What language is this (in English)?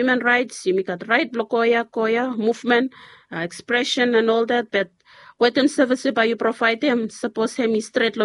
Bislama